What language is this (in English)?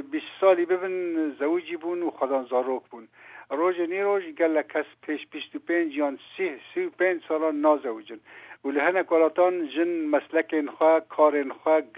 Kurdish